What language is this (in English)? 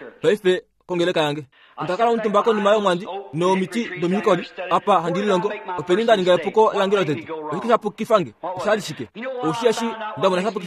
Kuanyama